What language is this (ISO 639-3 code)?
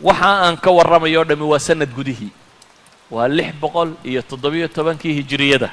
som